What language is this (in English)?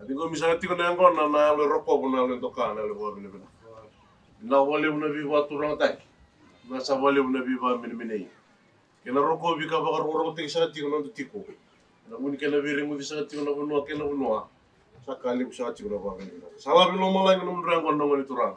Fijian